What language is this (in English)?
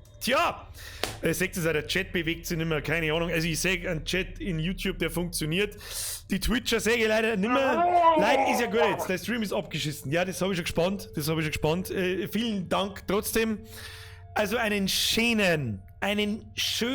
Bavarian